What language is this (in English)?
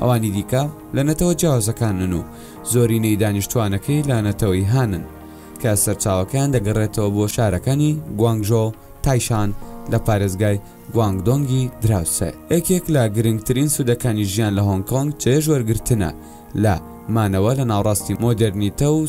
Central Kurdish